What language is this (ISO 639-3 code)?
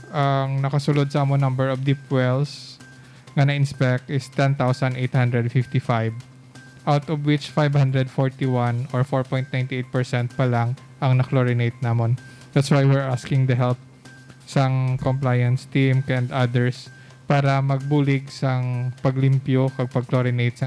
hil